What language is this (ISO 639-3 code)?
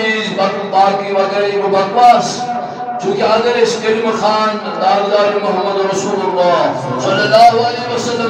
kas